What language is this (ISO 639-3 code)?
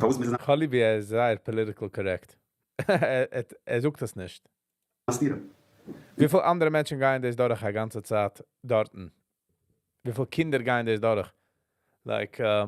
yid